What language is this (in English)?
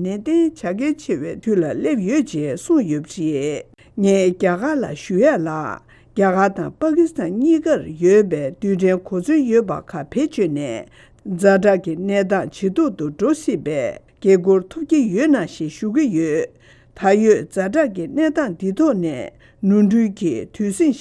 Tibetan